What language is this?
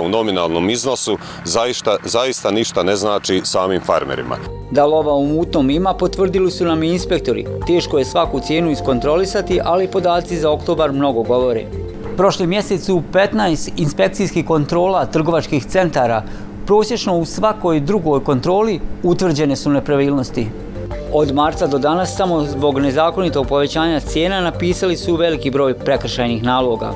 Bosnian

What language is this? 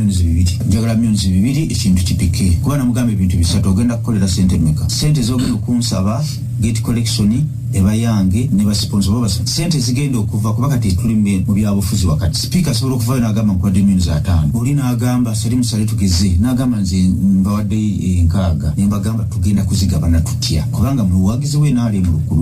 Ganda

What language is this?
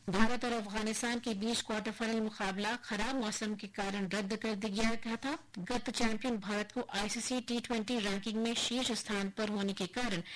Hindi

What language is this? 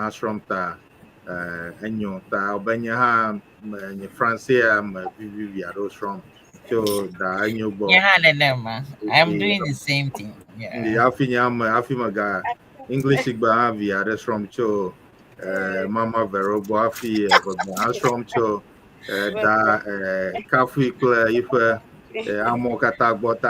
Ewe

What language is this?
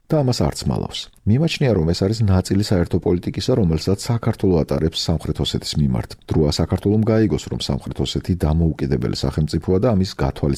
Georgian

